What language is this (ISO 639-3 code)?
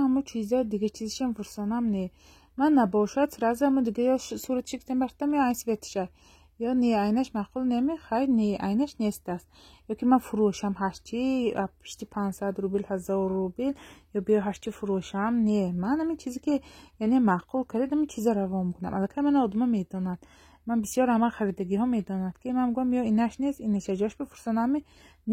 tgk